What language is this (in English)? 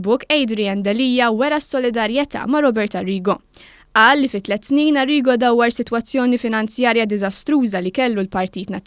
Maltese